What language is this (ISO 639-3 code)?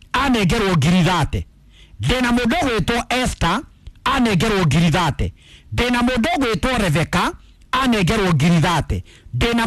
kik